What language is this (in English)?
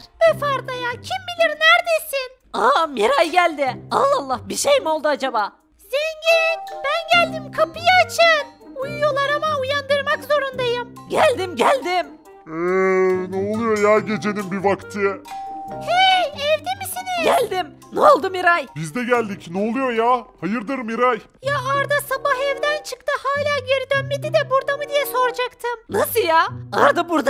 Turkish